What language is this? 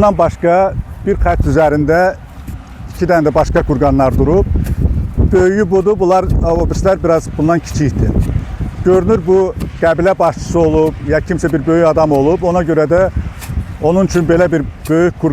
Azerbaijani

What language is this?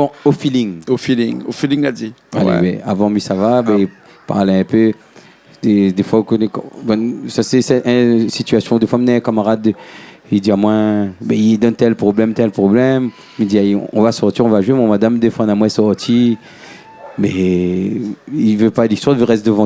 Réunion Creole French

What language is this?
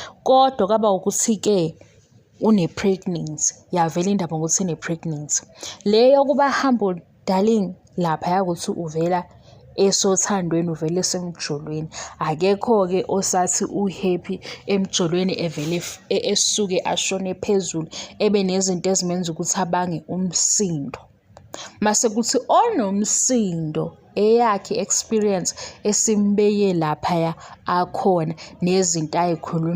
Zulu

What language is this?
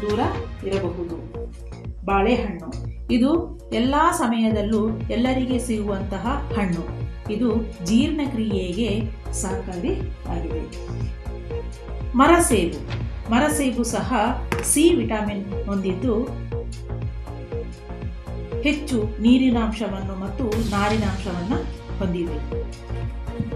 Kannada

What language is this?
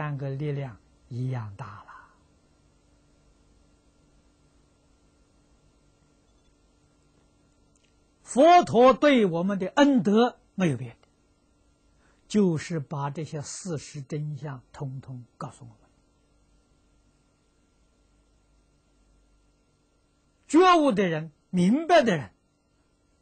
Chinese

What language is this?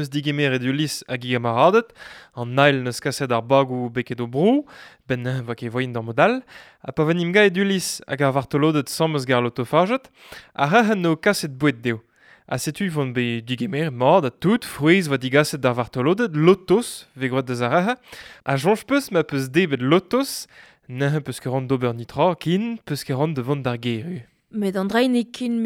Breton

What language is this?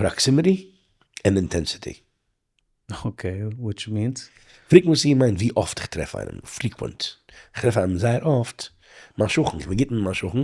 Yiddish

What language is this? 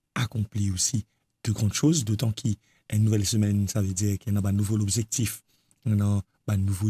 Morisyen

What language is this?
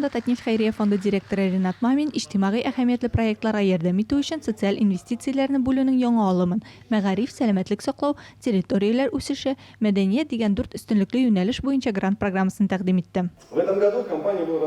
Tatar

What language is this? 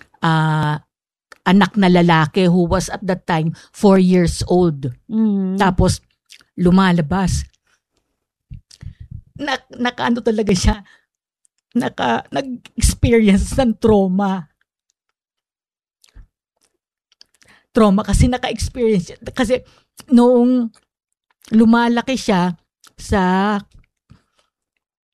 Filipino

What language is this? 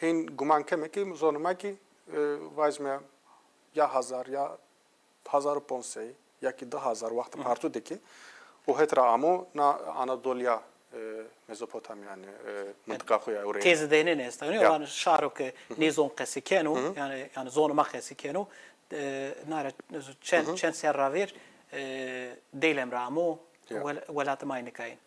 Zaza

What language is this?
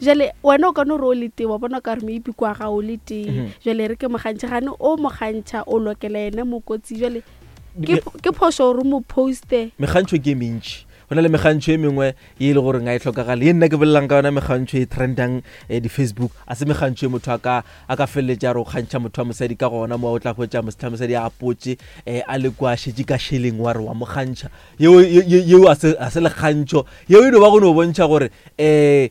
Northern Sotho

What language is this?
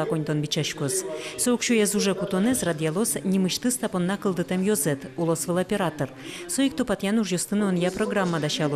Udmurt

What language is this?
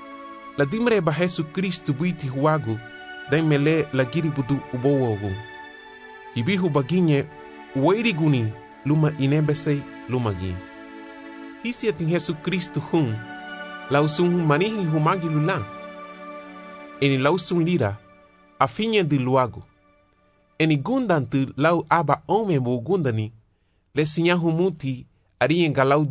Garifuna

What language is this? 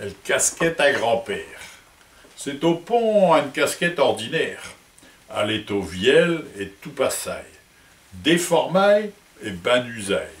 Picard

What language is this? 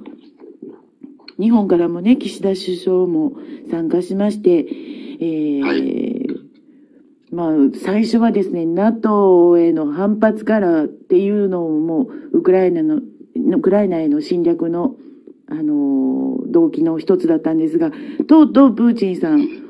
Japanese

